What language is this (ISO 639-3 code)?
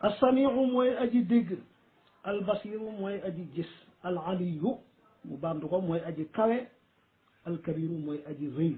wol